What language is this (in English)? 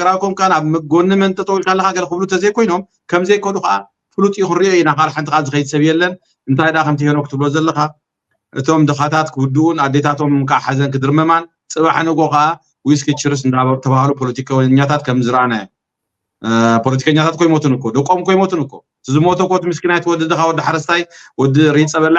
Tigrinya